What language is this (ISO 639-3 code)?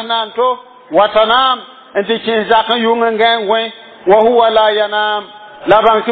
mos